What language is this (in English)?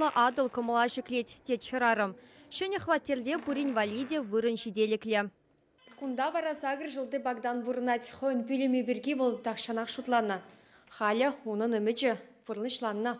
Chuvash